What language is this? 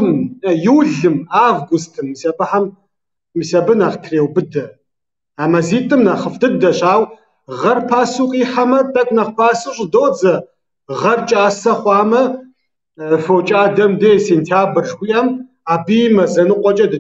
Kabardian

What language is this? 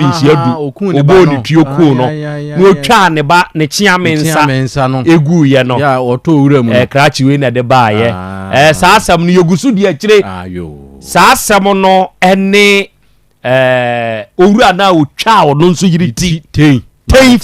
Akan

